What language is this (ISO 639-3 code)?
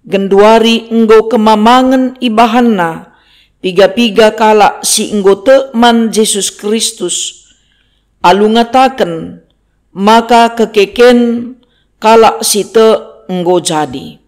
btx